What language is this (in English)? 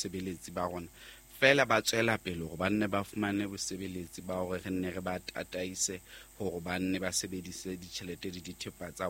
Southern Sotho